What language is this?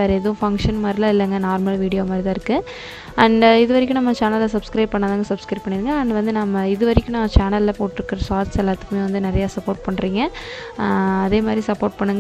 Tamil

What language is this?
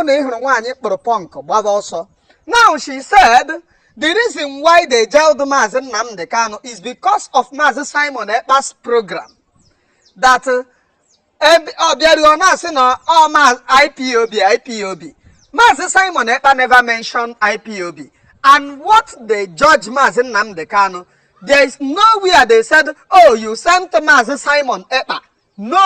Igbo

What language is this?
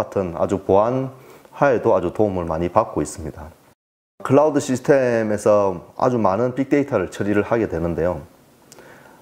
Korean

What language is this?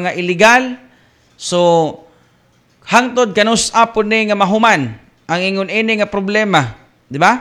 Cebuano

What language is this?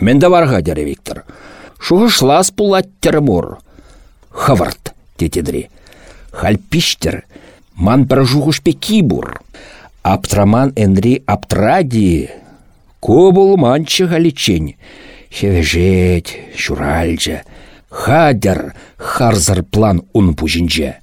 Chuvash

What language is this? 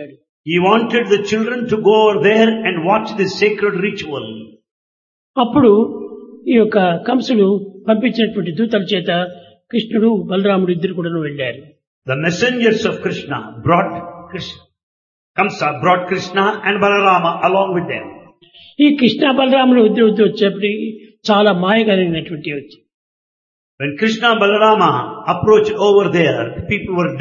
Telugu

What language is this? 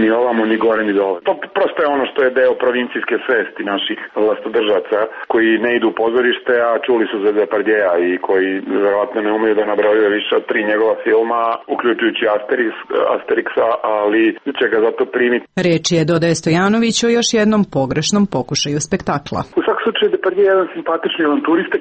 Serbian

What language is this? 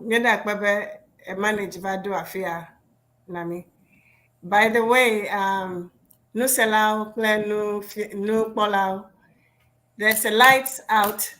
Ewe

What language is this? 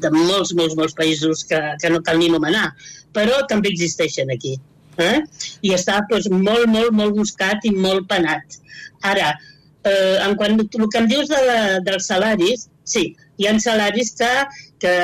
Catalan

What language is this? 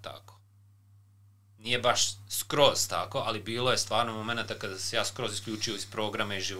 Serbian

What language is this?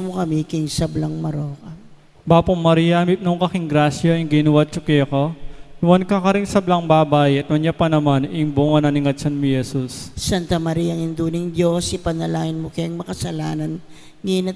Pampanga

